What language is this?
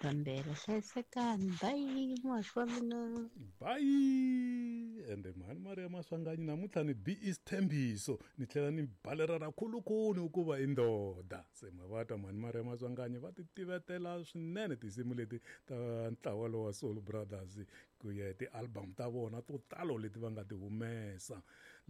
Tsonga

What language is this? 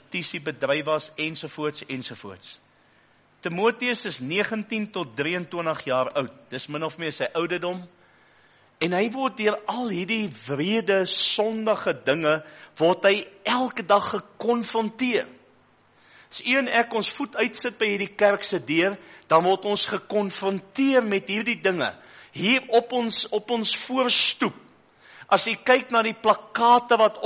Afrikaans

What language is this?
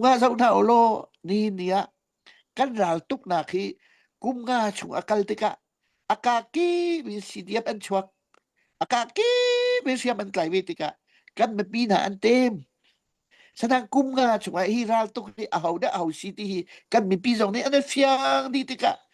Hakha Chin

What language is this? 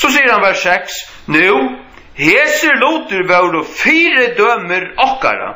Faroese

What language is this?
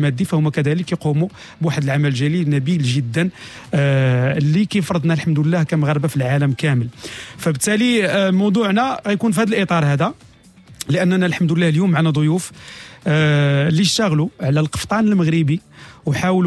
Moroccan Arabic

